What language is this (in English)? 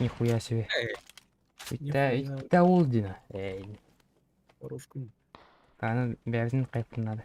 Yakut